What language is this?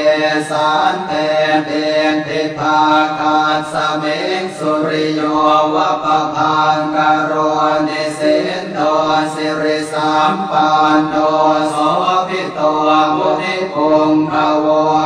Pali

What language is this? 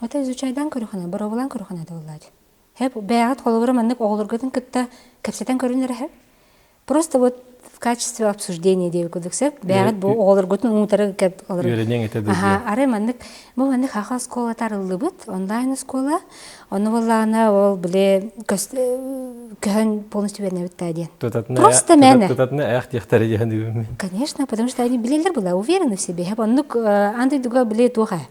Yakut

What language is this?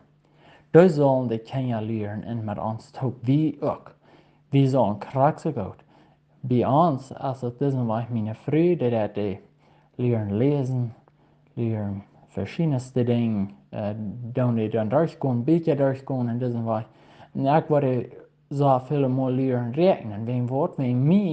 Plautdietsch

